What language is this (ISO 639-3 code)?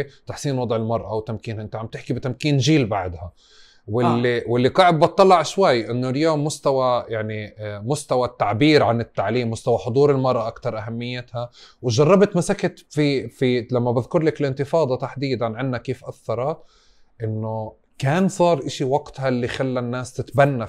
apc